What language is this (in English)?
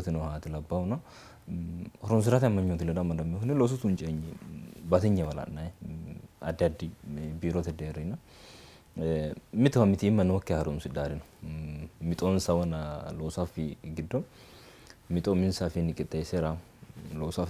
Sidamo